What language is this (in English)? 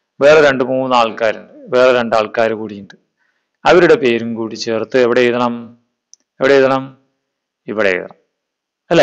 Malayalam